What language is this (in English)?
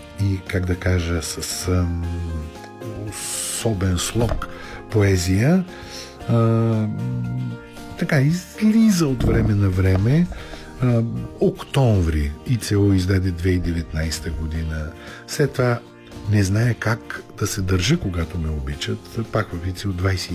Bulgarian